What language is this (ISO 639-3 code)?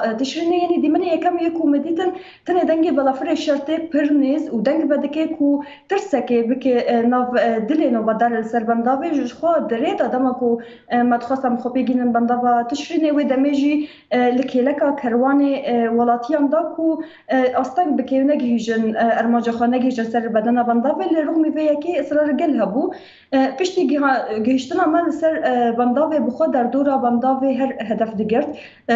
kur